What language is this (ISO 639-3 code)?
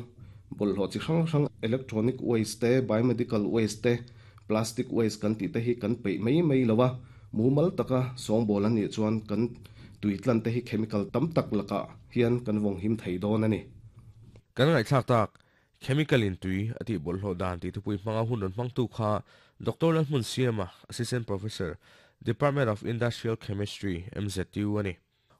lus